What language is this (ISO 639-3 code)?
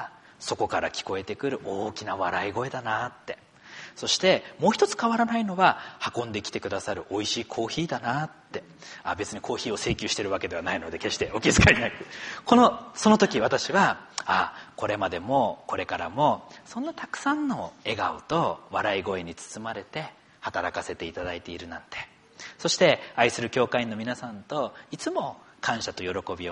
jpn